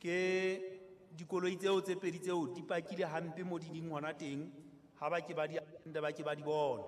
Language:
Southern Sotho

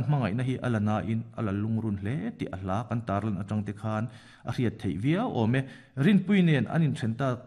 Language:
Mizo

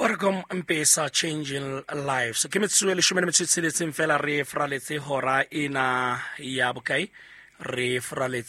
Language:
Southern Sotho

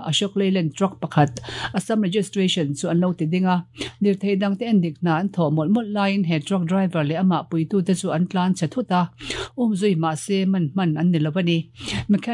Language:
Mizo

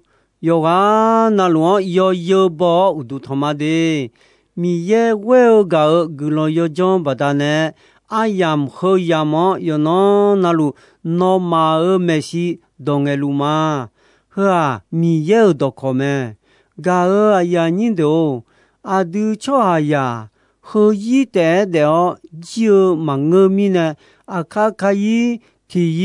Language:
Akha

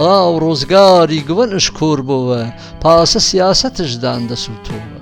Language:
Gurani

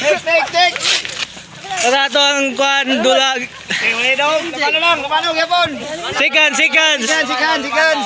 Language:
Cebuano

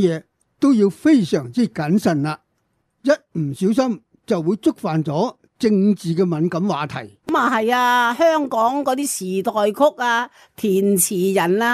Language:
Cantonese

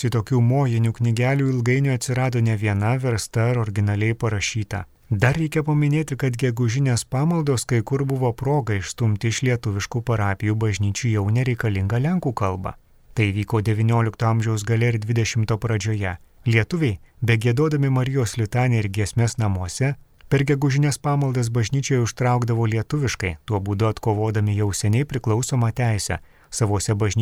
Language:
Lithuanian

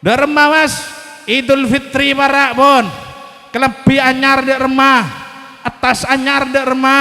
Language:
Madurese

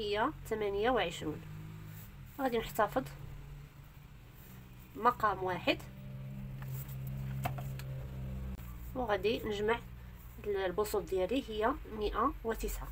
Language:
Moroccan Arabic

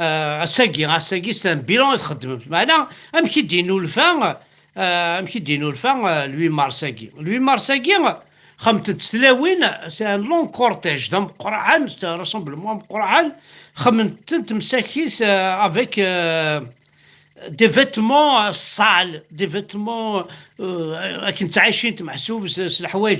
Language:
Kabyle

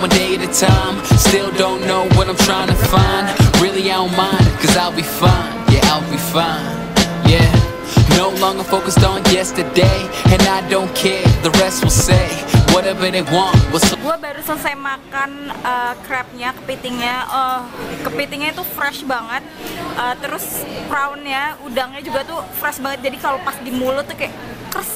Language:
Indonesian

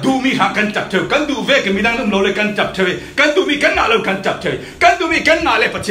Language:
Falam Chin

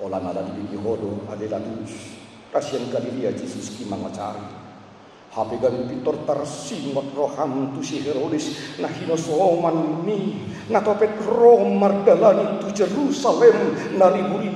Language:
Batak Toba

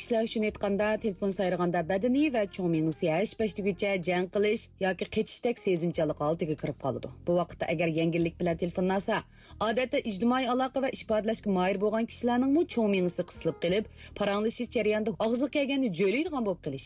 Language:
Uyghur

